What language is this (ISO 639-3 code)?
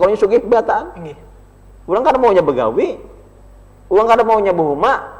bjn